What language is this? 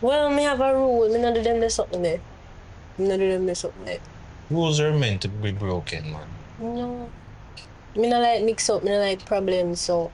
Jamaican Creole English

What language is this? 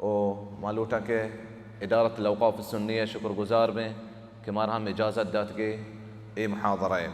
Baluchi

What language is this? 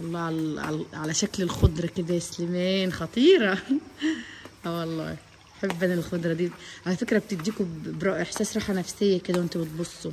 Egyptian Arabic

